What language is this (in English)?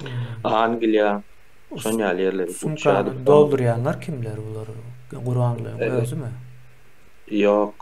Turkmen